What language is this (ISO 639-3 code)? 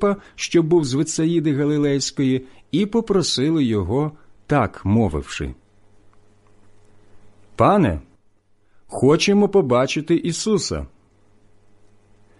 ukr